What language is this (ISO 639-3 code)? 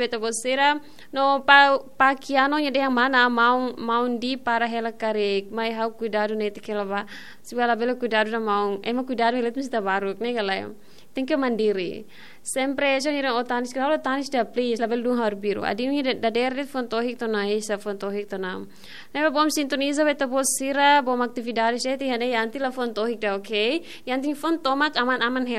tet